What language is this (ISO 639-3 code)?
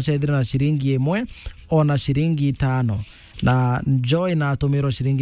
mer